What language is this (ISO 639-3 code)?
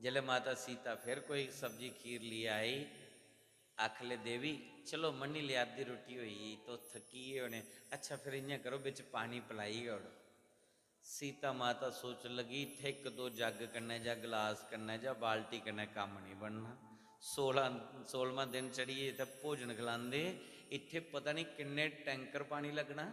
doi